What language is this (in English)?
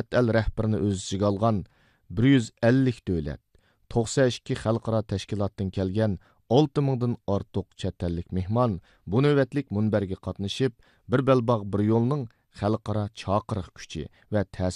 Uyghur